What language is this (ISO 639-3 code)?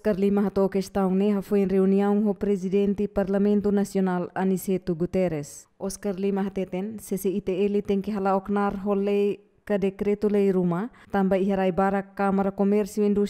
tet